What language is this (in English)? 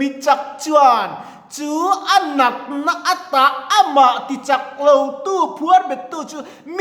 Mizo